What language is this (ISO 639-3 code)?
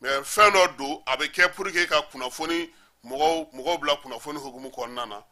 bam